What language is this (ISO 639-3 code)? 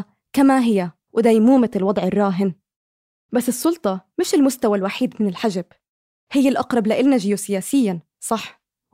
apc